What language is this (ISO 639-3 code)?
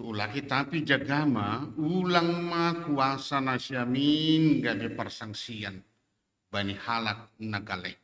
bts